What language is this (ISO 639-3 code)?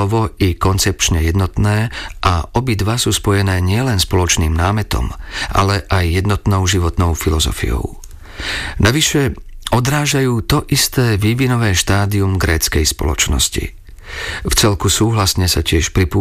slk